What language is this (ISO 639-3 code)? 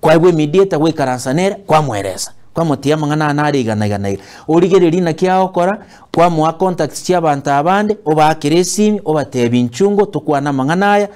guz